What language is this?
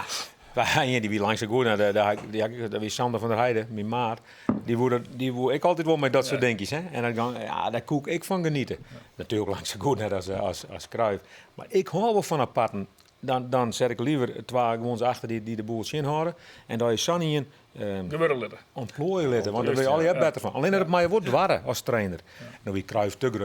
Western Frisian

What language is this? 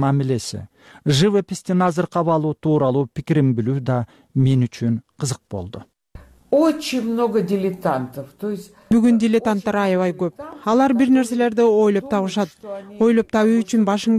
Kyrgyz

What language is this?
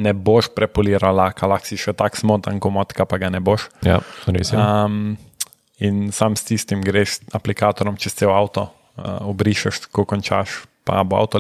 Slovenian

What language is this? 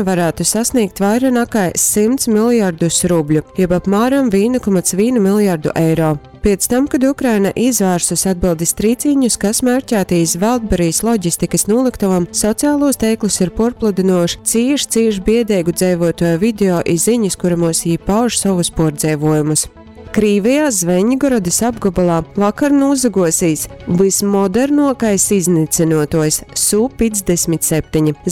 Latgalian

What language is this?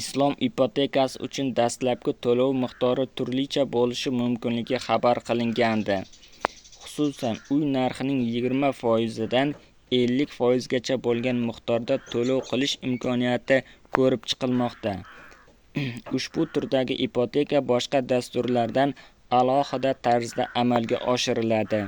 Uzbek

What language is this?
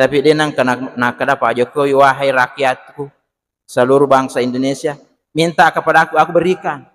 Buginese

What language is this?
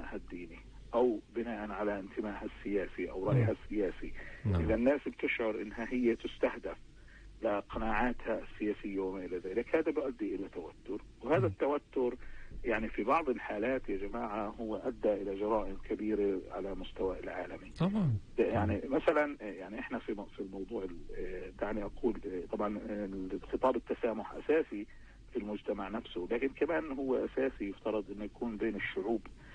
North Levantine Arabic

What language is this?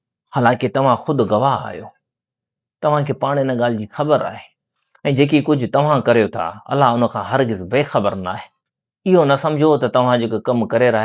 Sindhi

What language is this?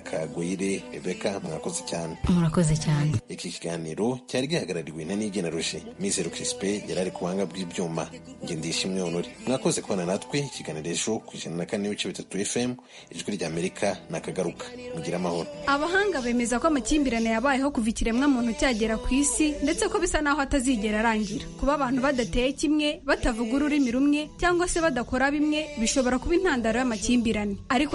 Kinyarwanda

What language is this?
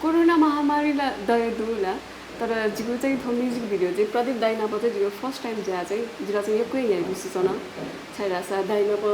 Newari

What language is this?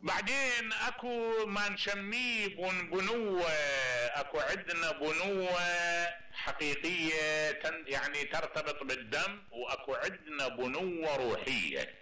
Mesopotamian Arabic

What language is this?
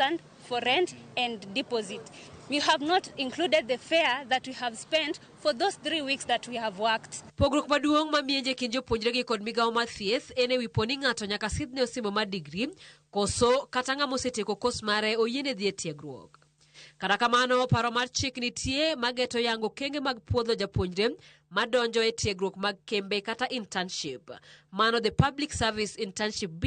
Luo (Kenya and Tanzania)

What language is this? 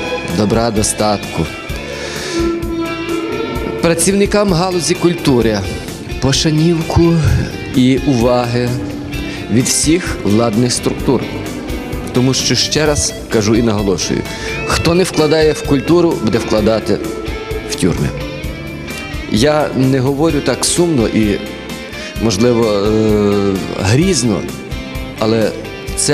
Ukrainian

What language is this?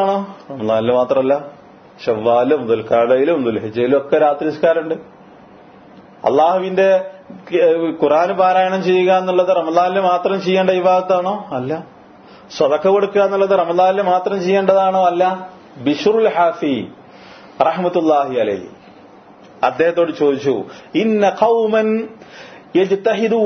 Malayalam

